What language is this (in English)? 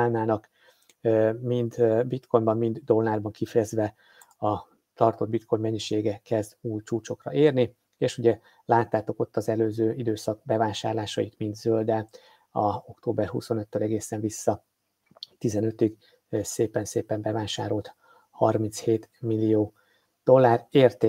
Hungarian